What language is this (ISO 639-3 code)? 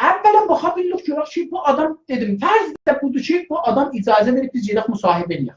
azb